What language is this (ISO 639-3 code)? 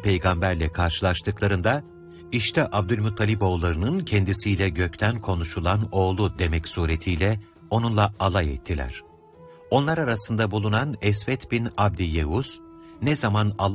tur